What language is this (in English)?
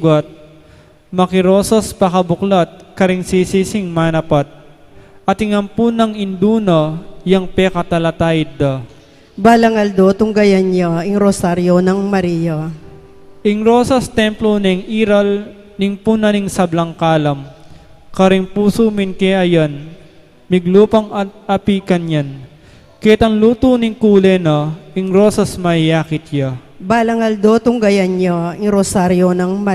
Pampanga